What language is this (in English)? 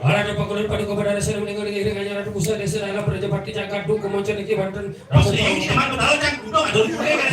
Balinese